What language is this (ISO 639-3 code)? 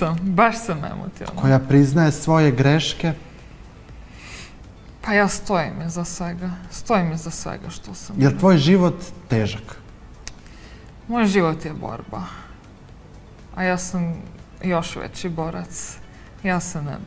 srp